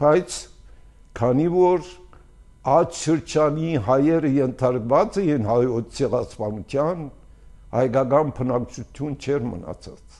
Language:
Armenian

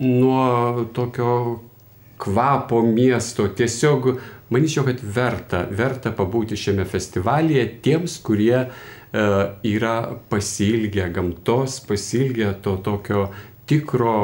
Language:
Lithuanian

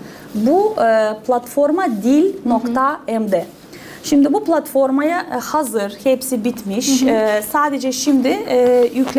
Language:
Gagauz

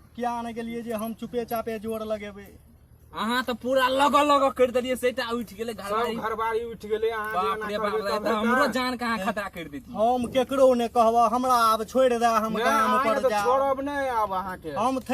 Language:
Maithili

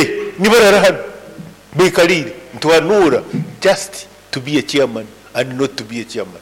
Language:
Nyoro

